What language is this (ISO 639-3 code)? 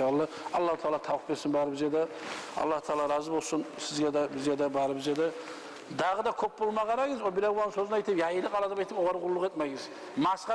kum